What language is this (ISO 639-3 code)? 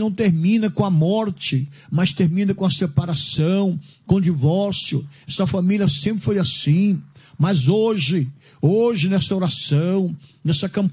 por